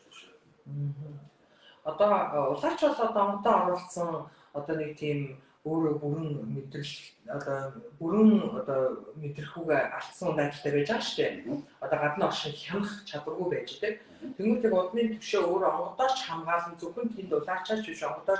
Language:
Mongolian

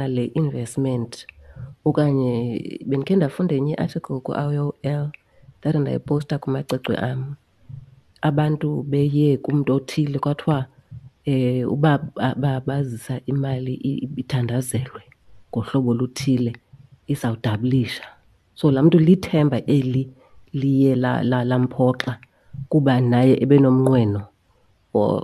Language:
Xhosa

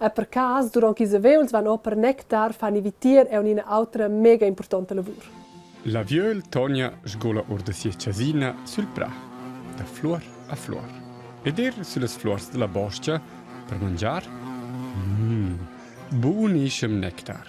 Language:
Romansh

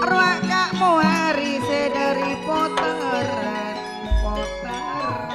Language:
Madurese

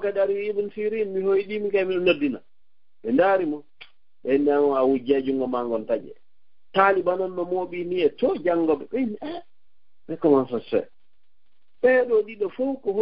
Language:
Fula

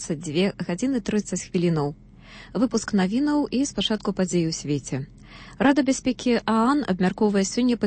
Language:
Belarusian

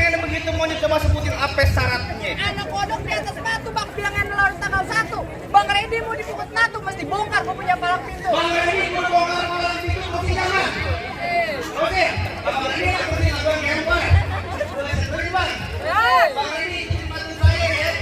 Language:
Betawi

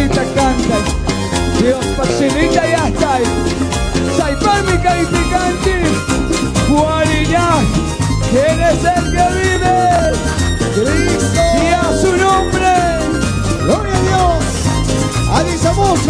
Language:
Chimborazo Highland Quichua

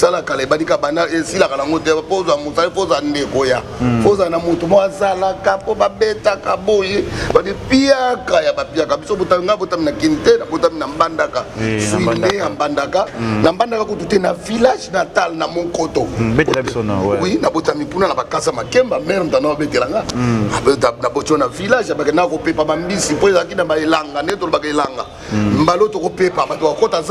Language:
Lingala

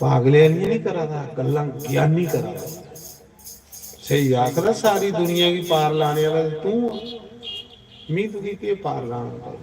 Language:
Dogri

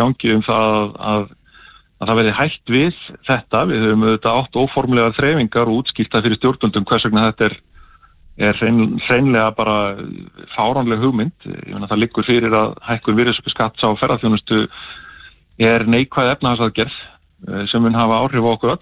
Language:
Icelandic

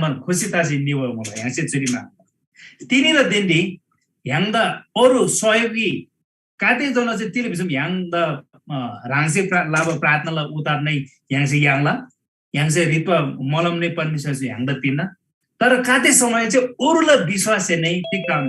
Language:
Eastern Tamang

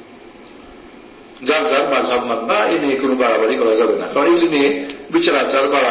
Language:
Bangla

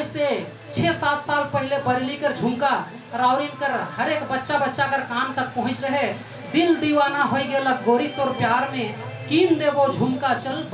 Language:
Sadri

